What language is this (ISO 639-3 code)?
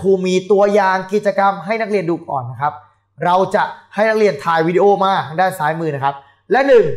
tha